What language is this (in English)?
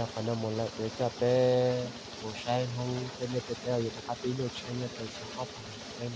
Hmong